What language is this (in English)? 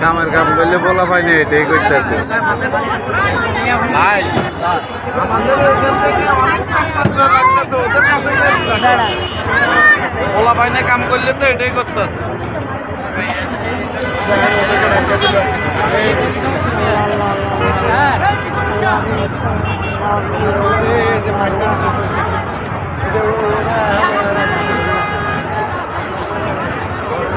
Bangla